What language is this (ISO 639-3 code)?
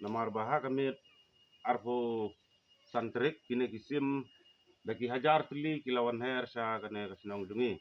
kha